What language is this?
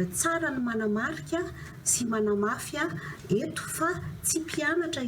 Malagasy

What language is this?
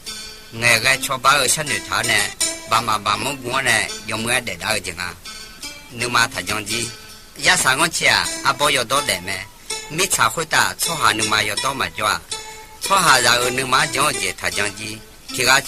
Akha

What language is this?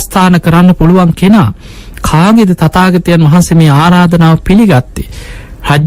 Sinhala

